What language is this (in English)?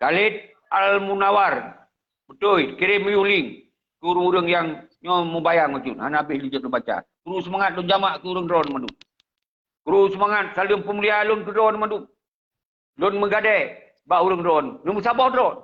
Achinese